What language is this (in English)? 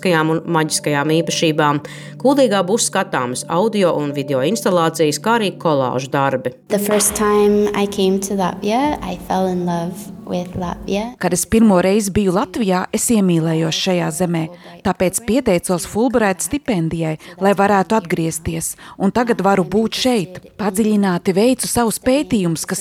Latvian